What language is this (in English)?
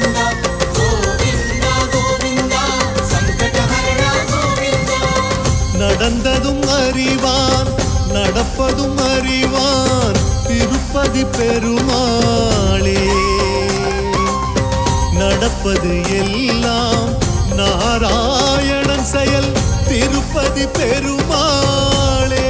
Tamil